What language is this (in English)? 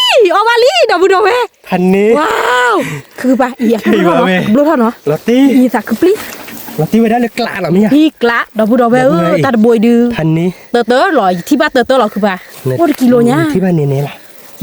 S'gaw Karen